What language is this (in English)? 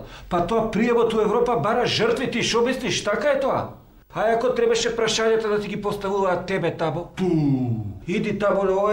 Macedonian